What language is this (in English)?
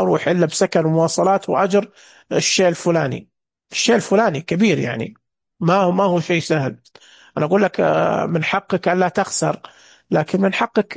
Najdi Arabic